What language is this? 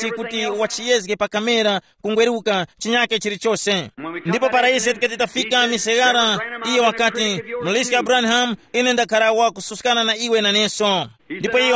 Tumbuka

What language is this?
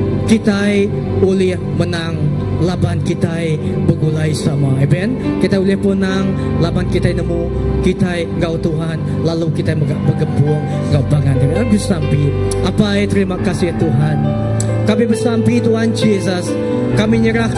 Iban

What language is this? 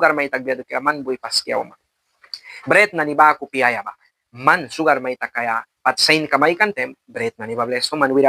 Mískito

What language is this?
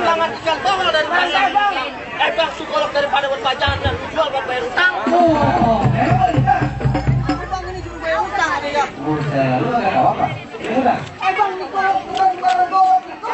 Betawi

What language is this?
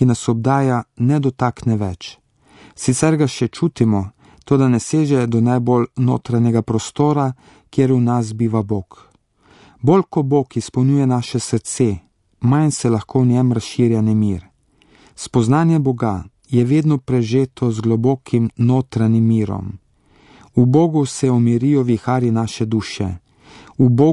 Slovenian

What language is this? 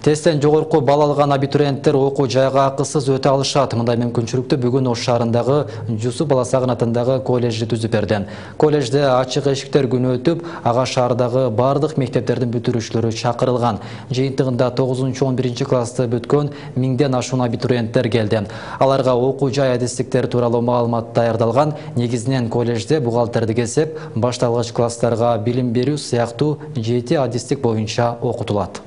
Kyrgyz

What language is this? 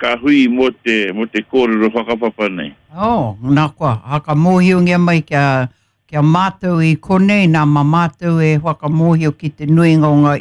Māori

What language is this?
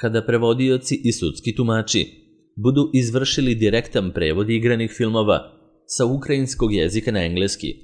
Serbian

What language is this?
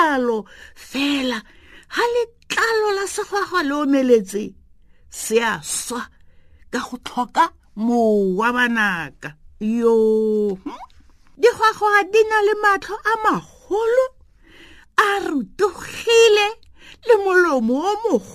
Tswana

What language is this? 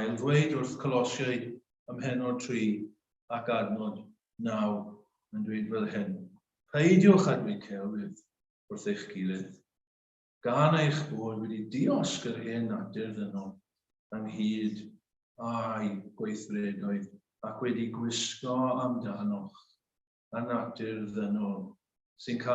Welsh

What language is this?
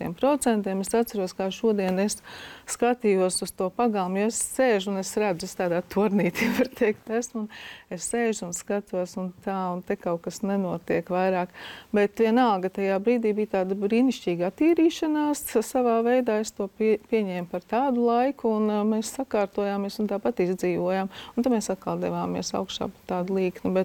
Latvian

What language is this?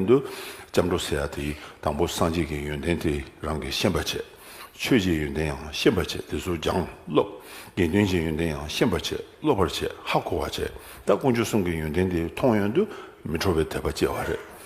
Tibetan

